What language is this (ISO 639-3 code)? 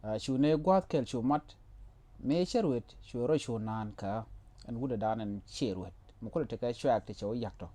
nus